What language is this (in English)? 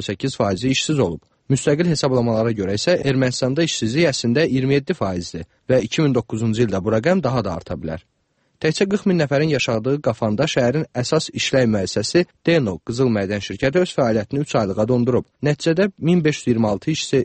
Azerbaijani